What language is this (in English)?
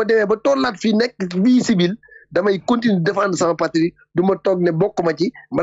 Wolof